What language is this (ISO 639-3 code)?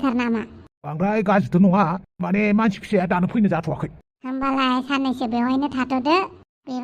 brx